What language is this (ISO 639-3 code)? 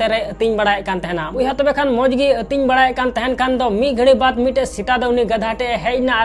sat